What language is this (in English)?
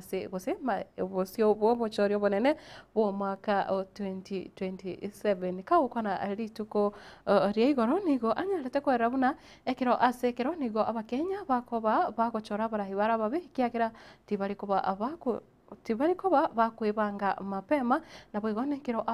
Gusii